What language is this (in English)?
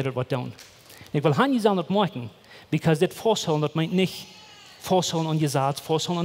Plautdietsch